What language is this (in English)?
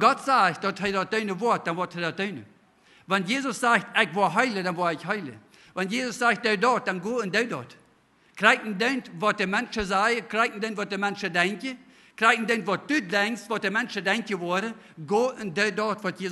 Plautdietsch